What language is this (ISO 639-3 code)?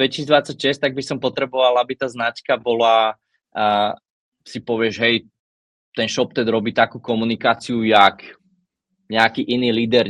slk